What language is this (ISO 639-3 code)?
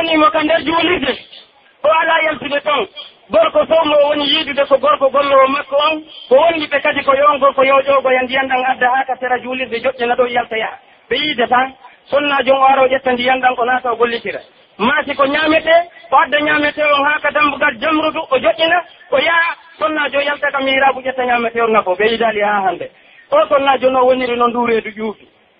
fuf